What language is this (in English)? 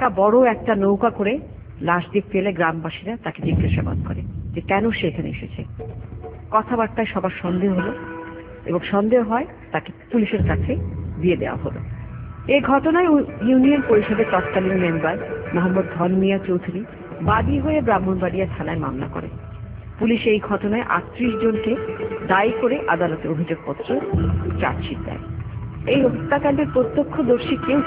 Bangla